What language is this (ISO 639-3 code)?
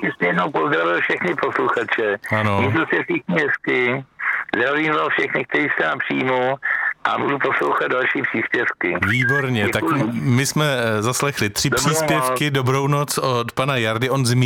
ces